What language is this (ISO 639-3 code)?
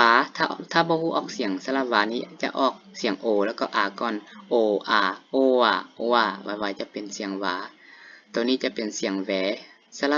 lao